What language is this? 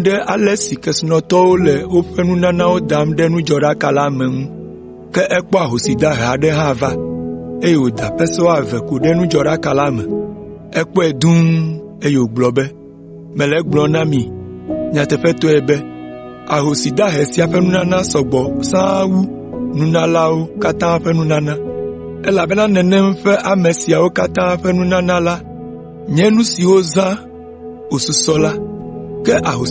Ewe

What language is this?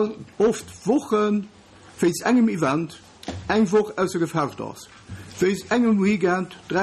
Luxembourgish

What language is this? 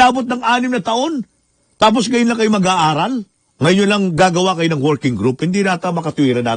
Filipino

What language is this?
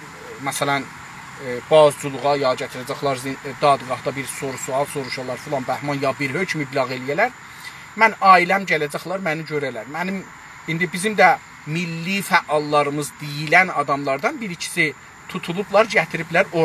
South Azerbaijani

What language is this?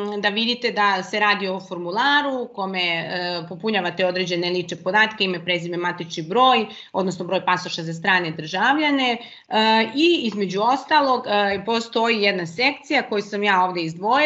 Serbian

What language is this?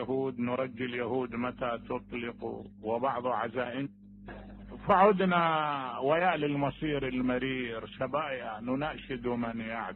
Mesopotamian Arabic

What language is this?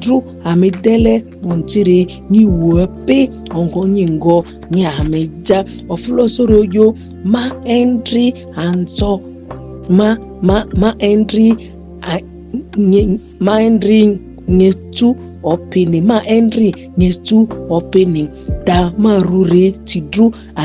Ma'di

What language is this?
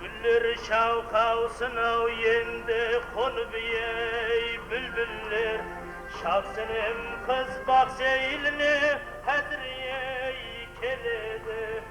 Kara-Kalpak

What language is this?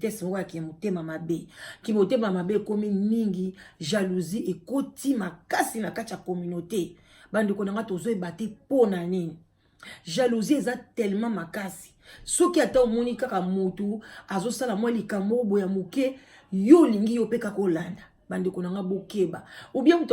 Lingala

